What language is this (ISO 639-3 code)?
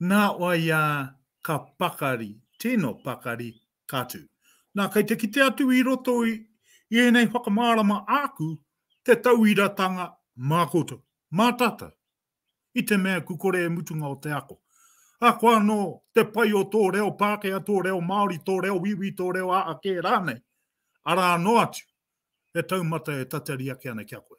mri